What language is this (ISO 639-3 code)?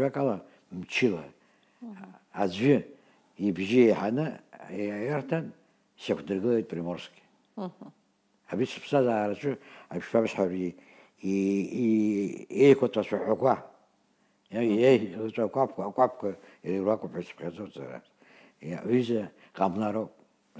abk